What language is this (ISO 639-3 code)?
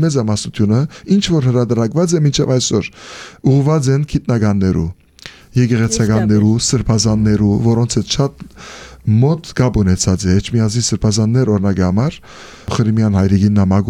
hye